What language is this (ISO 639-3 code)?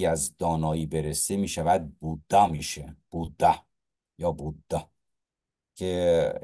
fas